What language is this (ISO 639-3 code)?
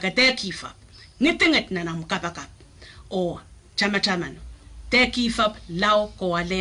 pon